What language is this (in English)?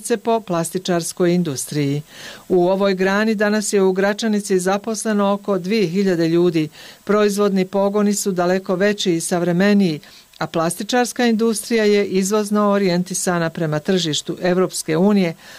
Bosnian